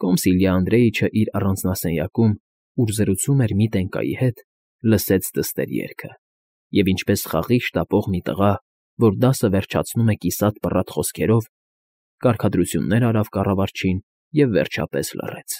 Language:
Armenian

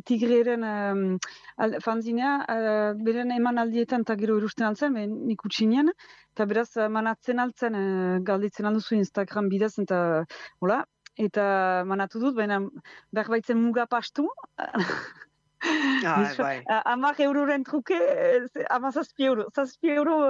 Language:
Basque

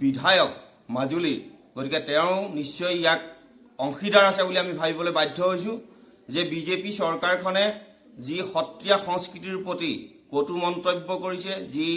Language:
Assamese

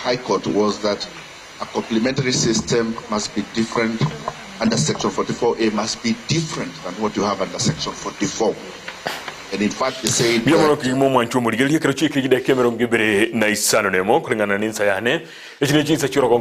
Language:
Gusii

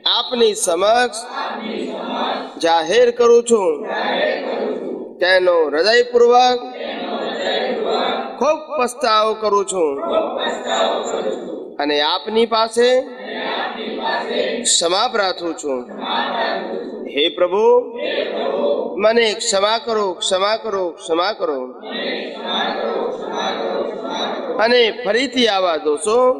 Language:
Gujarati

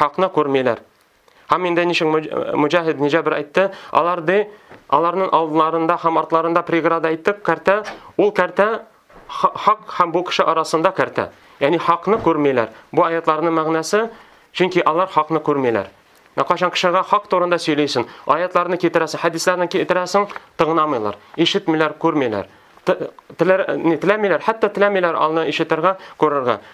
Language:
Tatar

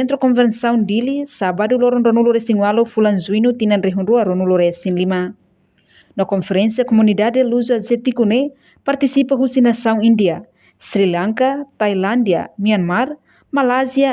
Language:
Tetum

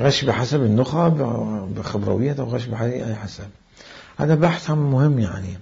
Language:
Mesopotamian Arabic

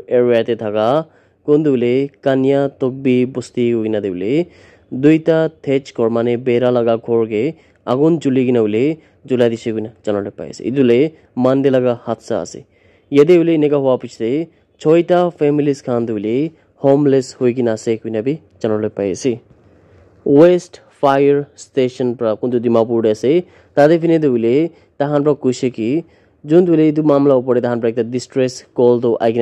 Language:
Naga Pidgin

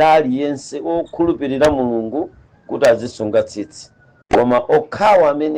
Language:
Nyanja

